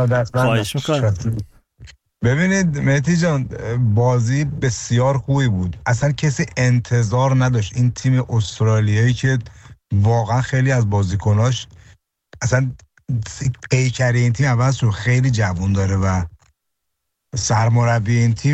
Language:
Persian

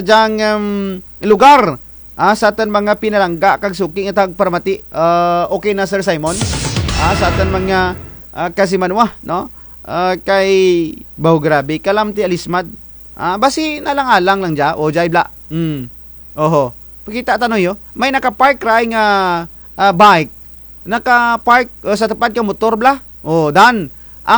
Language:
Kinaray-a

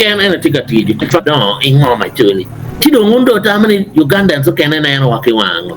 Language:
Acoli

